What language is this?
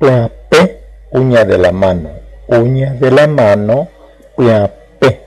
Guarani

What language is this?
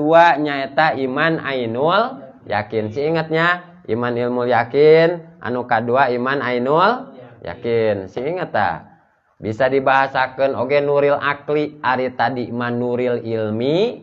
Sundanese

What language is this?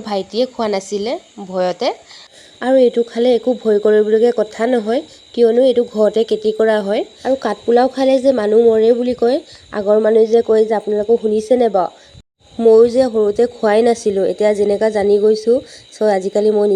Assamese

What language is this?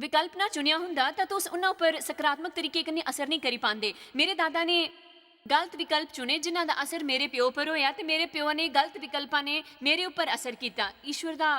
Dogri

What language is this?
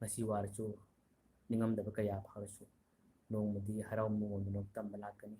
Manipuri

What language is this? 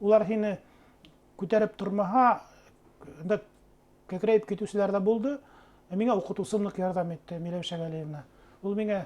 Bashkir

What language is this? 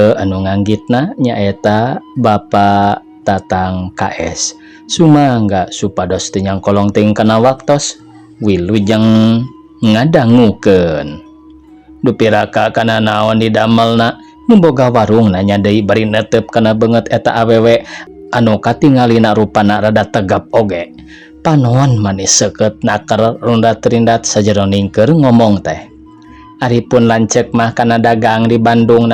Sundanese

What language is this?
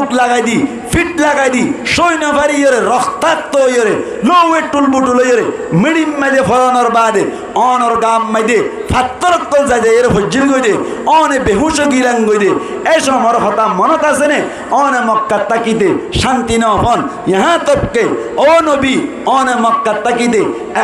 Rohingya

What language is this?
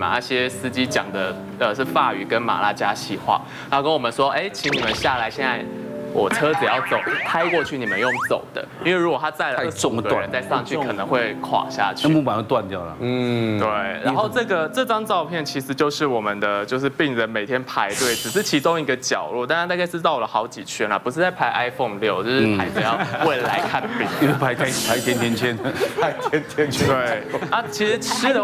Chinese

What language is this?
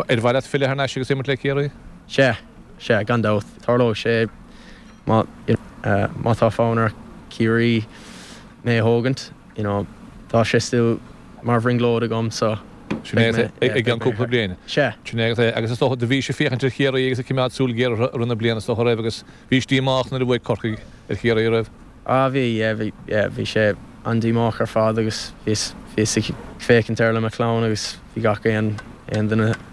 Irish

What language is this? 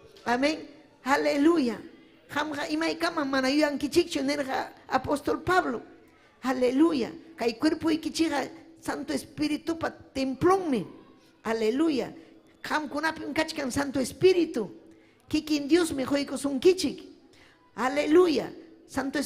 Ayacucho Quechua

